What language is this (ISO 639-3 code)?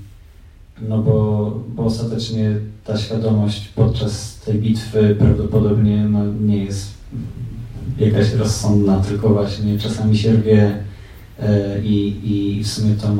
pol